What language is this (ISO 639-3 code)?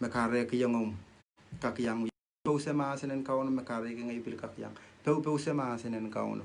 pon